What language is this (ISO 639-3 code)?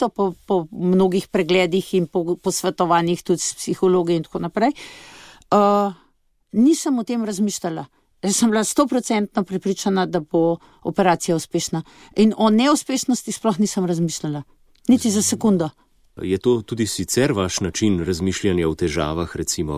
slv